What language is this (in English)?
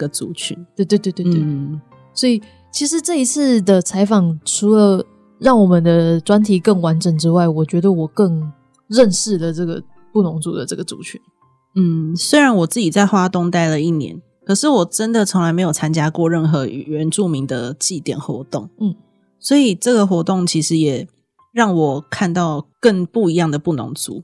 Chinese